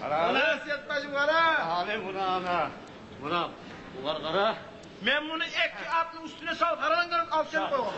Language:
Kumyk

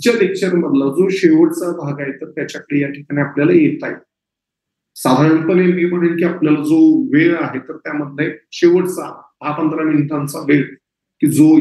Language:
Marathi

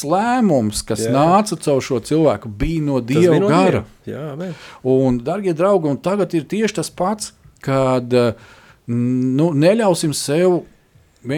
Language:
Latvian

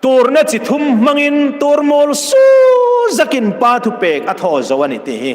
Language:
Hmar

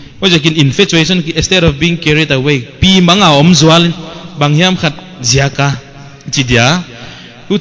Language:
Paite Chin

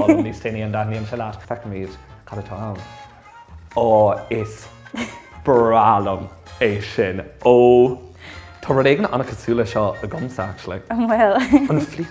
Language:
Irish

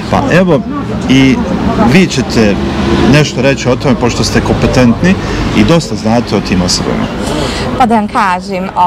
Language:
Bosnian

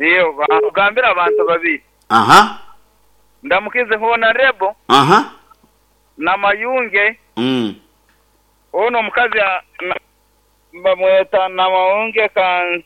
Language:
Nyankole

